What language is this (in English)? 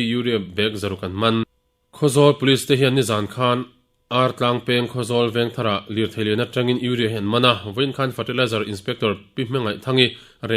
Mizo